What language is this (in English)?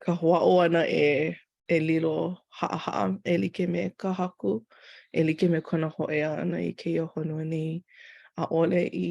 Hawaiian